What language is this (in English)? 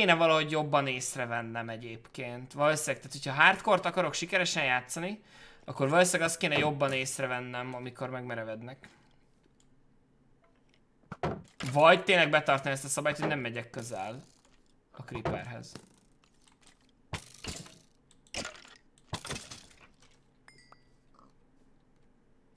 Hungarian